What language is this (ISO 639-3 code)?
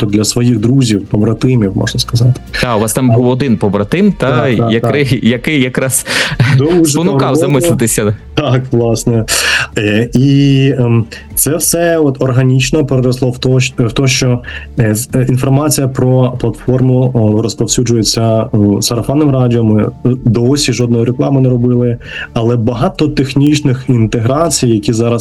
ukr